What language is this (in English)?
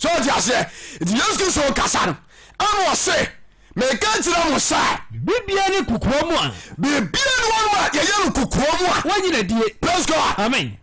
Akan